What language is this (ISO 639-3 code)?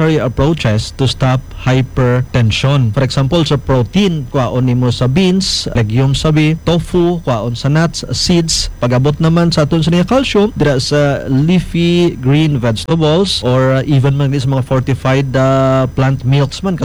hil